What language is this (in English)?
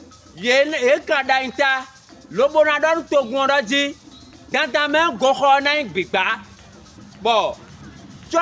Fon